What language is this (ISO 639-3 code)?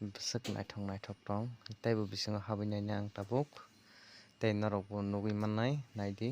trp